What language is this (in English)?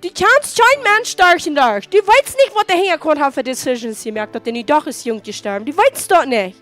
Plautdietsch